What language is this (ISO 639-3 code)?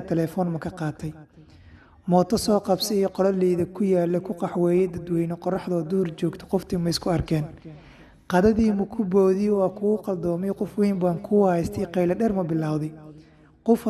som